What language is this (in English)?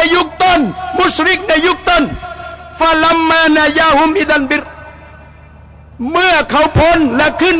Thai